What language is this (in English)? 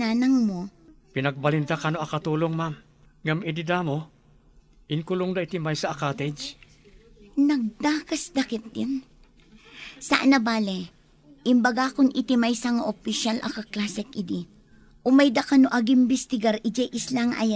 Iloko